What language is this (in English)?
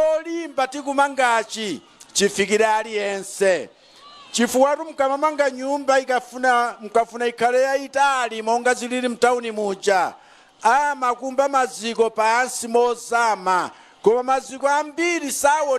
Nyanja